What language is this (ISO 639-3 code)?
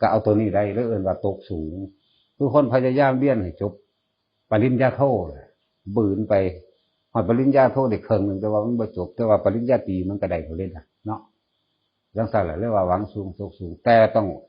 tts